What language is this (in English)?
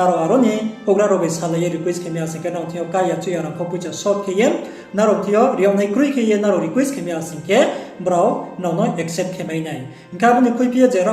Riang (India)